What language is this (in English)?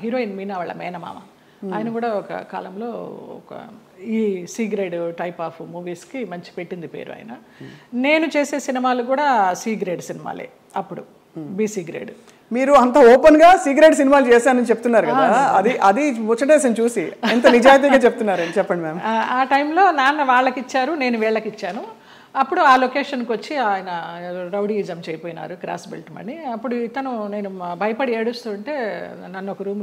Telugu